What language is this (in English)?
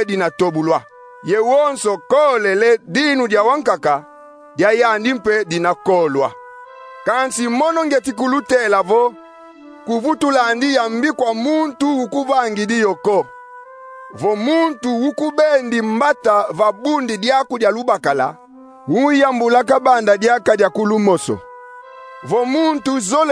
Kongo